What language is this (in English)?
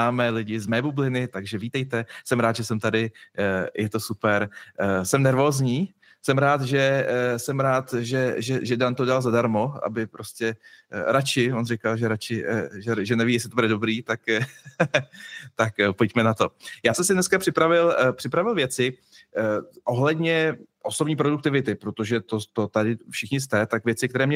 Czech